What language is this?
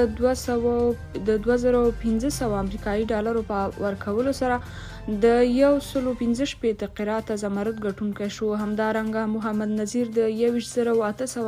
Pashto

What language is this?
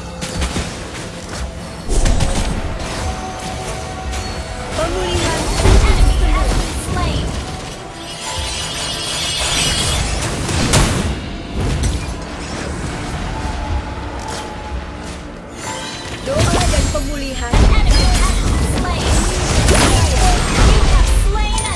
Indonesian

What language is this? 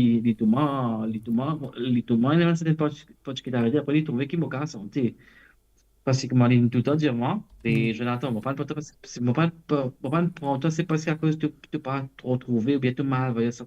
Morisyen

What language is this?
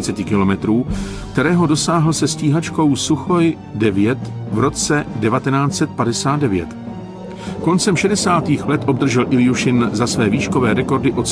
Czech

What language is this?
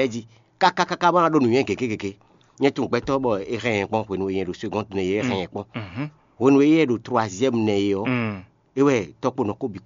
Fon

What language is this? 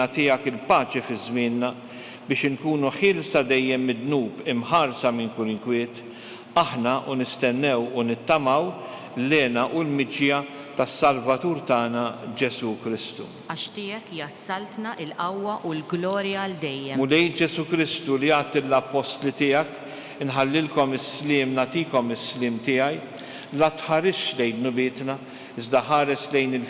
Maltese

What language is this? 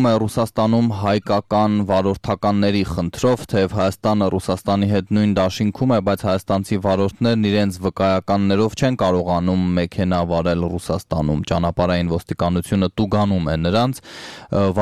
Armenian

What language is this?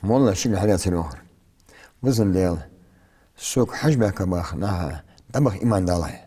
Ingush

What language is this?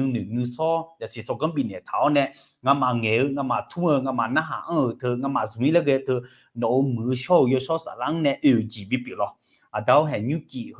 Akha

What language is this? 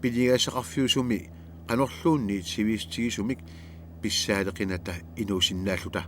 Kalaallisut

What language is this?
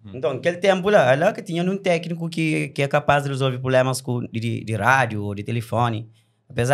Kabuverdianu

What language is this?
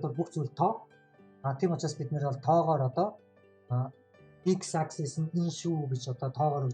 Mongolian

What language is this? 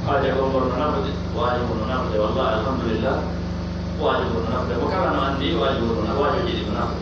Pular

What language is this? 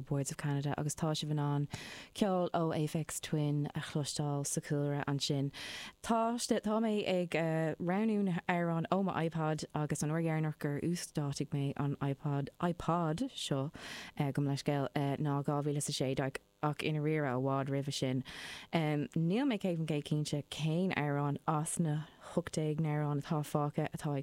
Irish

